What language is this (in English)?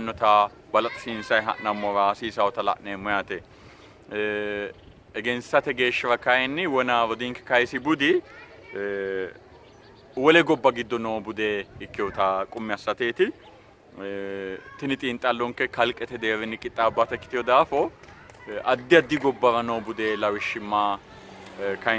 Sidamo